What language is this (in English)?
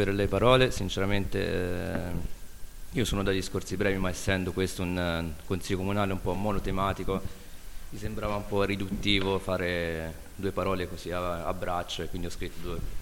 Italian